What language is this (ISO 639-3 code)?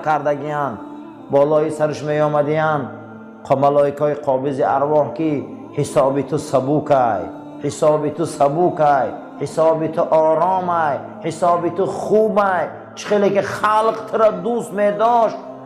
tgk